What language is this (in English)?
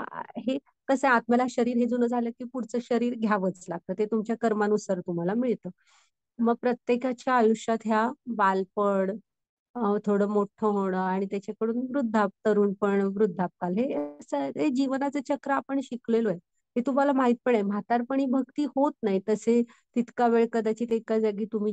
Marathi